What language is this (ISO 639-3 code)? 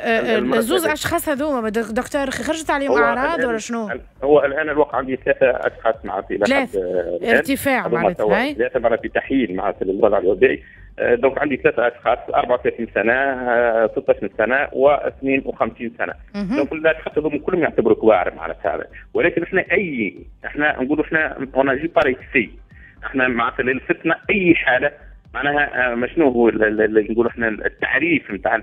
aeb